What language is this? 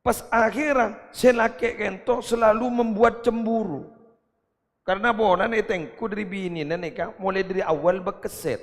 Madurese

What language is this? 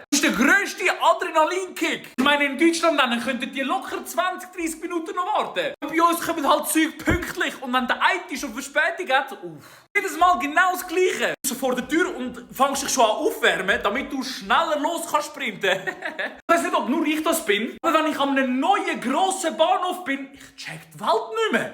Swiss German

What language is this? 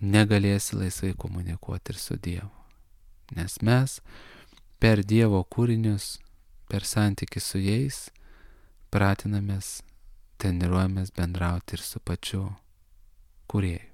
Lithuanian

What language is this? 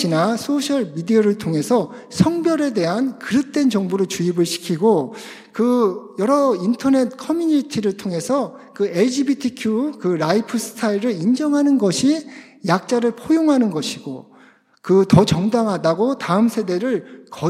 Korean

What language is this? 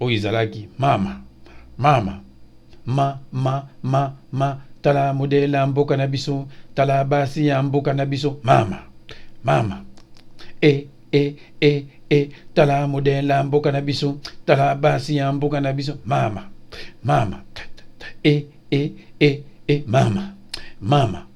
Lingala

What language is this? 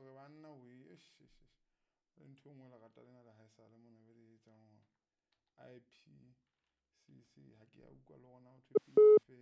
Southern Sotho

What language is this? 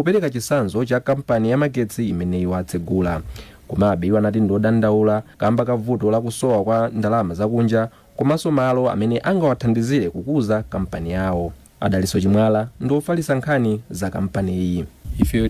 Nyanja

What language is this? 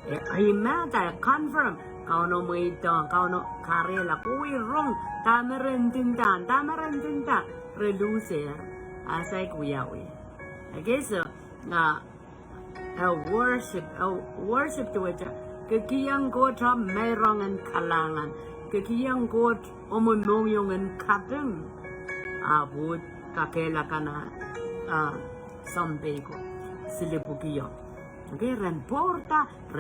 Pohnpeian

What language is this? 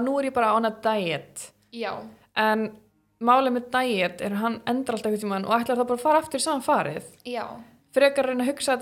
Icelandic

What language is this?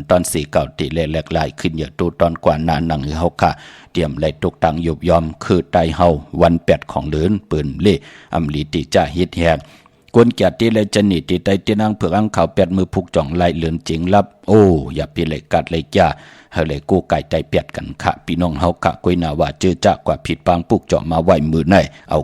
Shan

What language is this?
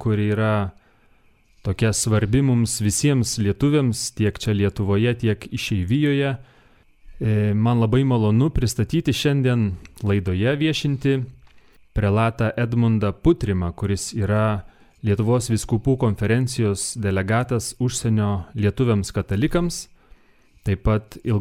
Lithuanian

